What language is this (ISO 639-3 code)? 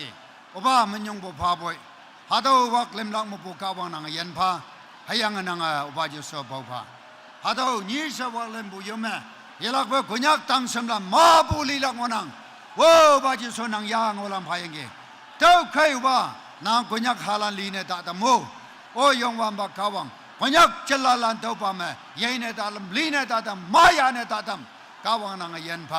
nag